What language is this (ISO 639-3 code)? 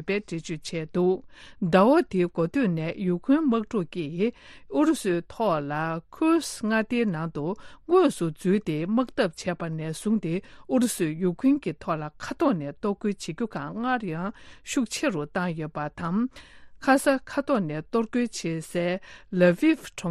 bod